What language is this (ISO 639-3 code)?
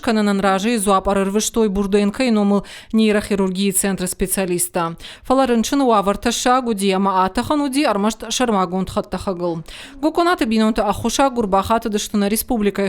oss